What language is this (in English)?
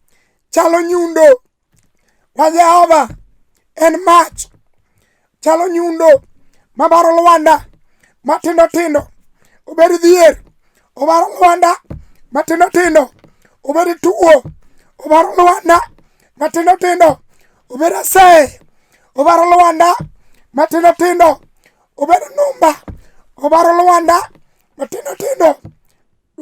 Luo (Kenya and Tanzania)